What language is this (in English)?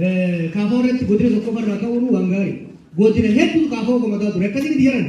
Oromo